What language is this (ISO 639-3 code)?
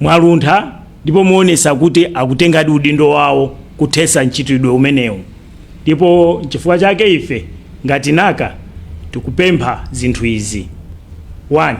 nya